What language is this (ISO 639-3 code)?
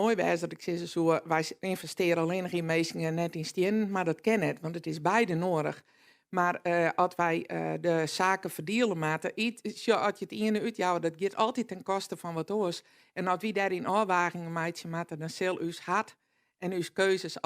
fry